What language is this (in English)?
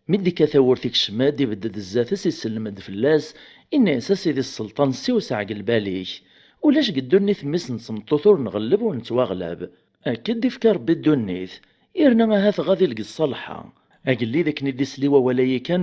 Kabyle